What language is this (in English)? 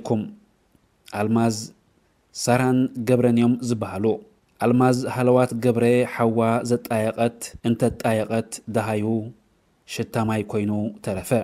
Tigrinya